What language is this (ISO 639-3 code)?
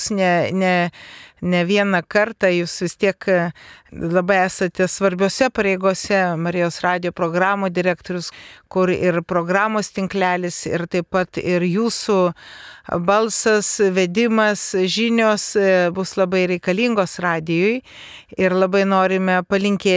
lit